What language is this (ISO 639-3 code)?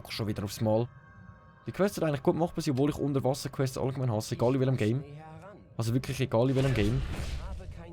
gsw